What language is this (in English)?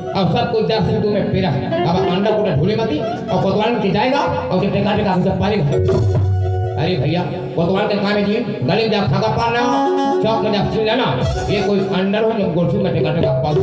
Chhattisgarhi